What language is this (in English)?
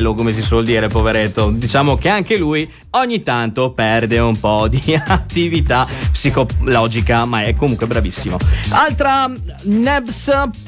Italian